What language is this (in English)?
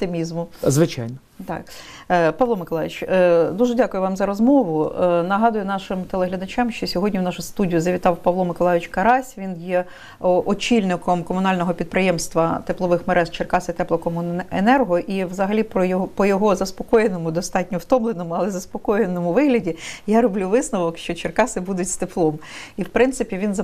Ukrainian